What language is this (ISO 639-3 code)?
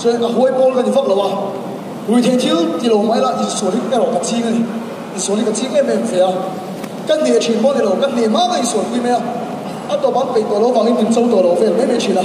lus